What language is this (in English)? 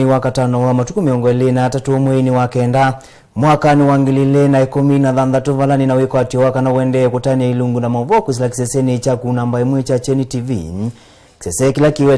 Kamba